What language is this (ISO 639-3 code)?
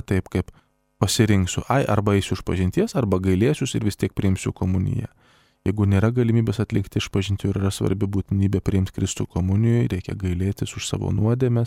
lit